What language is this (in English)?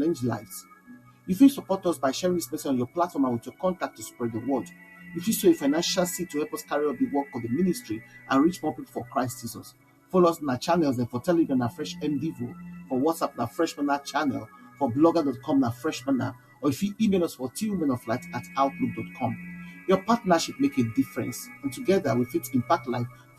Nigerian Pidgin